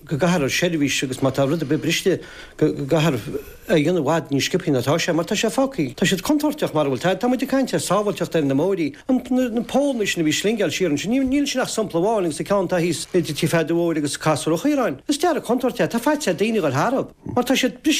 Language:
Irish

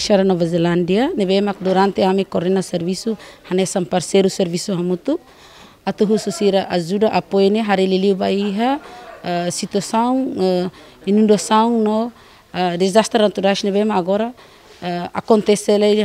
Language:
Tetum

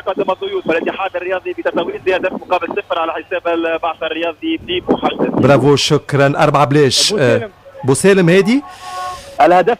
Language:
Tunisian Arabic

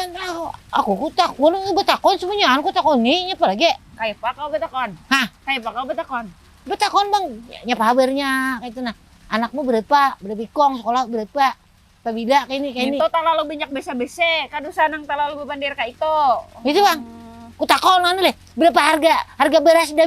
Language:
Banjar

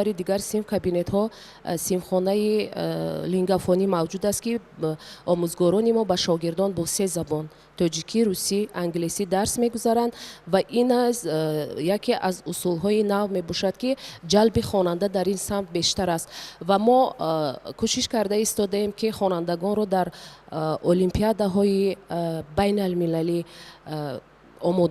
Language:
Tajik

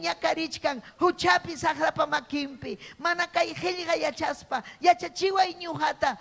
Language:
Ayacucho Quechua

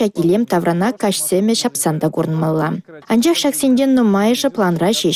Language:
Chuvash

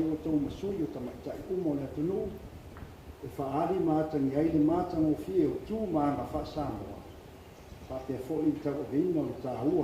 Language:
Samoan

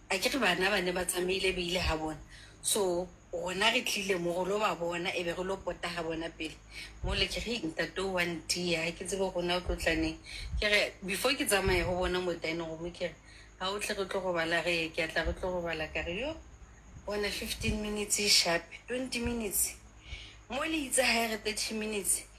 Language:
Southern Sotho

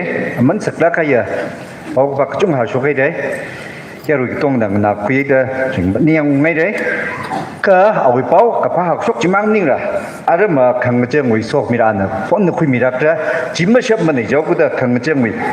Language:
Tangkhul Naga (India)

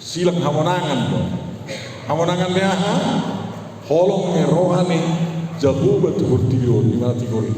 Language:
Batak Toba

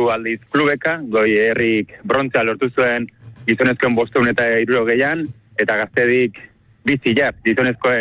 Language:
Basque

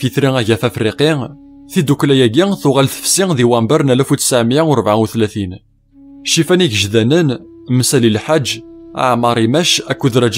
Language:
Kabyle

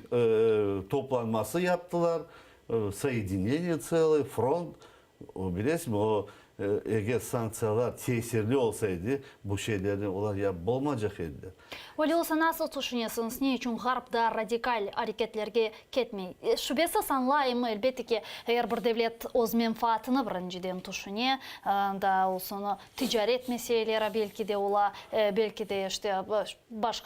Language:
Crimean Tatar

